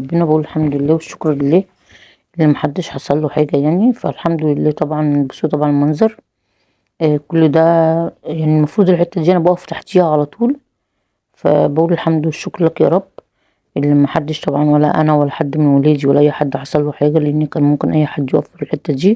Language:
Egyptian Arabic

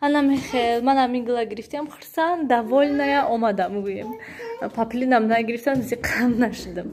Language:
Tajik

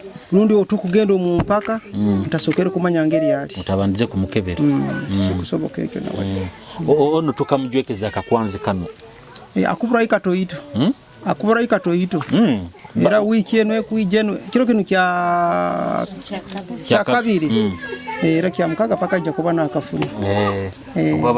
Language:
Nyoro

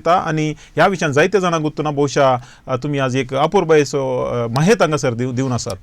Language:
Konkani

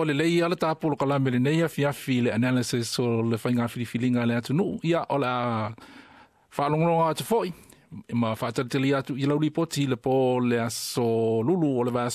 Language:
Samoan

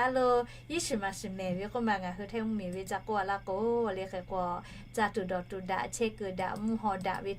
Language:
Lahu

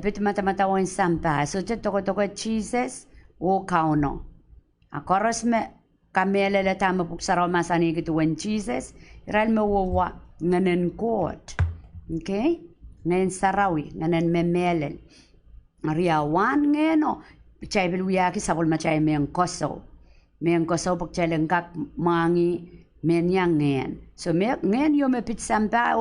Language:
Pohnpeian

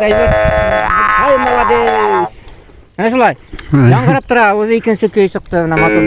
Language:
Bashkir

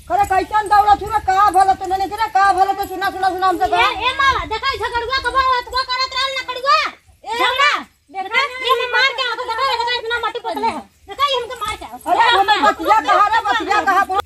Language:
Bhojpuri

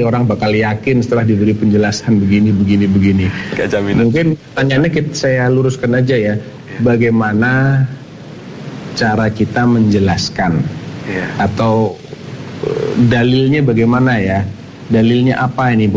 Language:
Indonesian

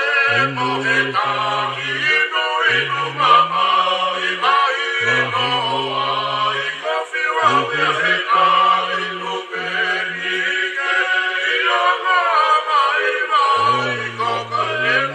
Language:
Tongan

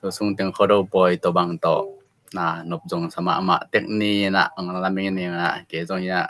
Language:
Tedim Chin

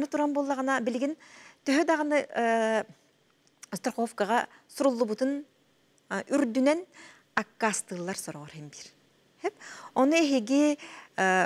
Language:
Yakut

